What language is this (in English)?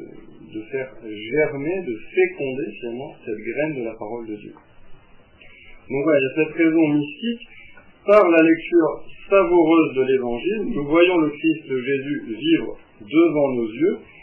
French